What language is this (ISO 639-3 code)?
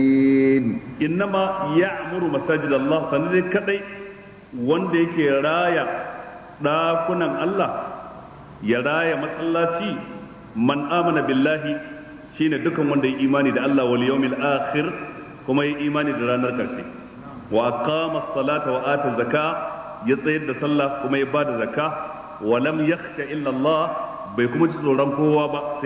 hau